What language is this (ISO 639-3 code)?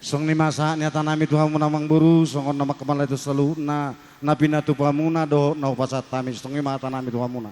bbc